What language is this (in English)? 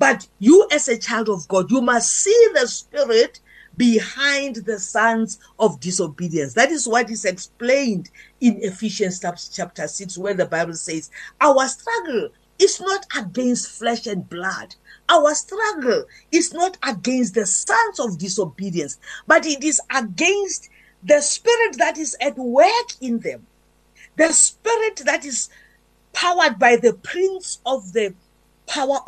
English